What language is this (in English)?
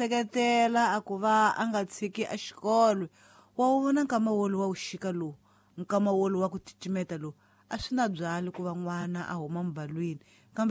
Tsonga